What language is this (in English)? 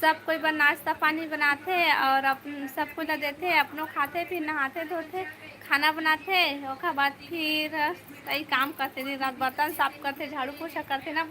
Chhattisgarhi